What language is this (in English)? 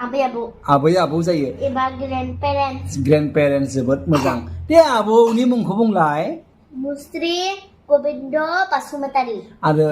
Bodo